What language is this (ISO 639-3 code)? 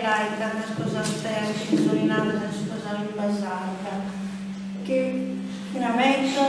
srd